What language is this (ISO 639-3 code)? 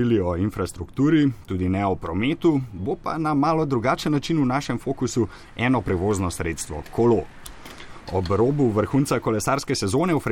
slv